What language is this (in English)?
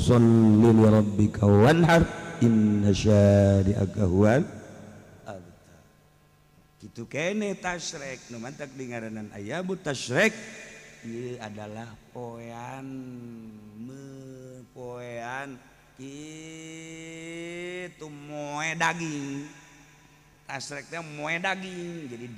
Sundanese